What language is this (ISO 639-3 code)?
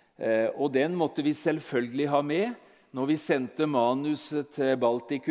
nor